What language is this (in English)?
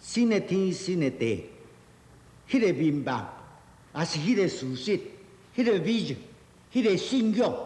Min Nan Chinese